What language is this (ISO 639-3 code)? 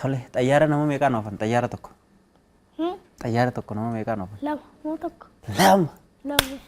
orm